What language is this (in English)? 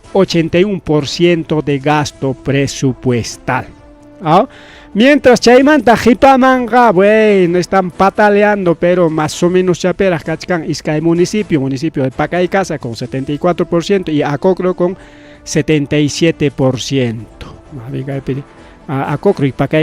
Ayacucho Quechua